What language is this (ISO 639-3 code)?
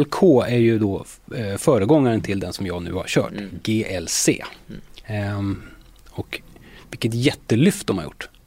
swe